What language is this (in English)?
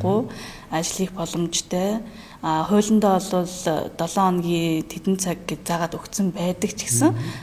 Mongolian